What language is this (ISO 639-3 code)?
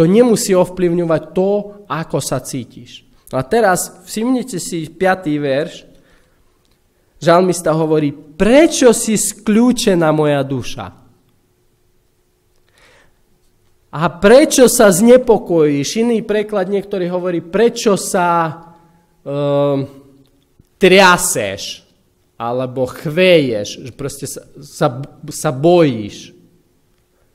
slk